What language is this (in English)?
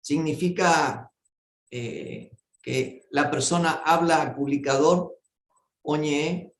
Guarani